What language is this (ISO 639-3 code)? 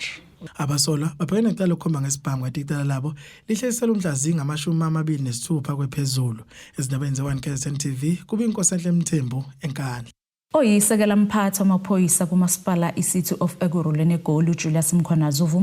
zul